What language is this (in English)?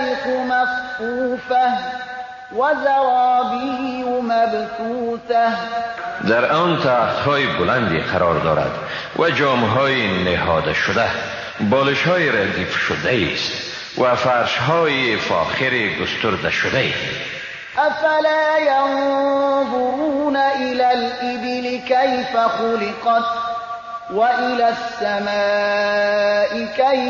Persian